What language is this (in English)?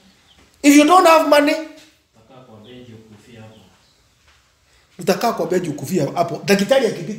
Swahili